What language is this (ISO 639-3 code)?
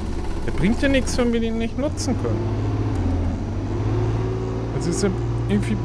deu